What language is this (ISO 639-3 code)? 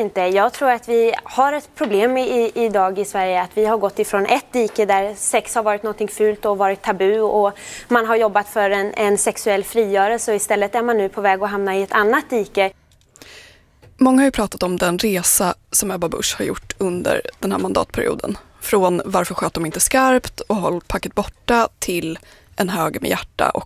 swe